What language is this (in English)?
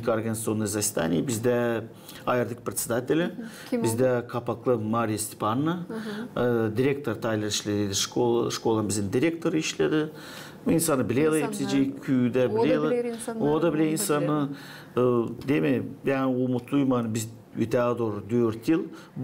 Gagauz